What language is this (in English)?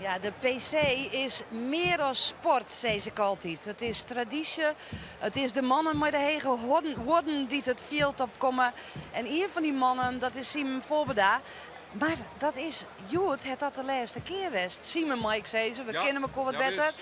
Western Frisian